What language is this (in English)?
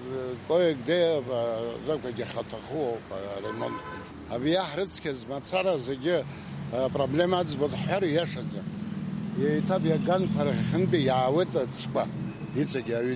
Abkhazian